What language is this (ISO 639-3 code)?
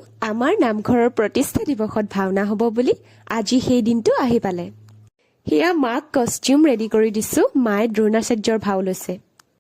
asm